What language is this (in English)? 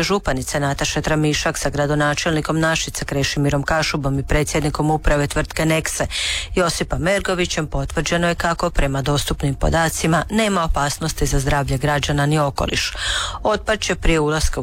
Croatian